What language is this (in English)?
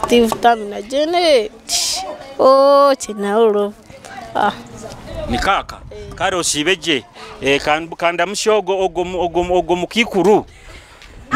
Nyoro